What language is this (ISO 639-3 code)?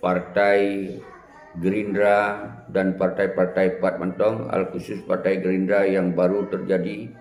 ace